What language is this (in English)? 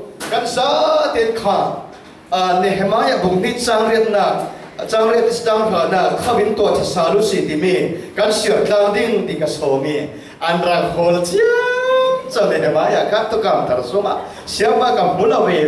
Falam Chin